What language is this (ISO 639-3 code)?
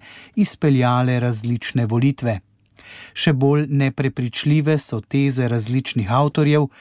slv